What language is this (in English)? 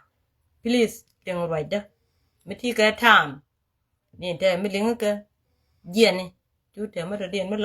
Nuer